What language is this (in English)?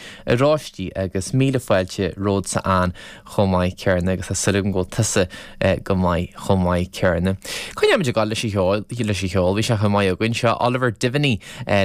Irish